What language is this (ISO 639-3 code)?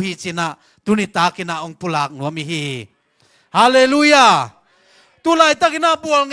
ctd